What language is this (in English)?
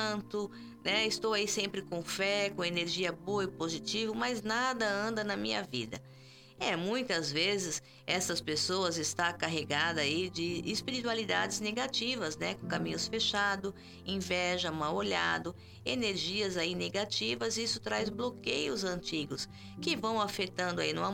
Portuguese